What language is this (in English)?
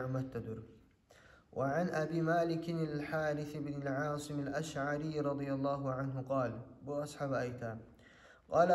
Kumyk